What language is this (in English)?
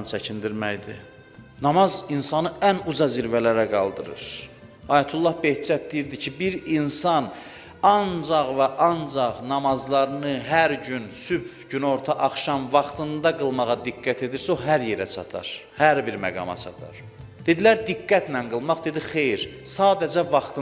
Azerbaijani